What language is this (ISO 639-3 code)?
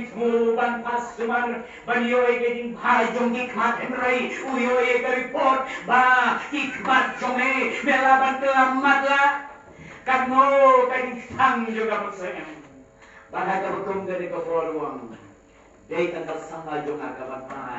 kha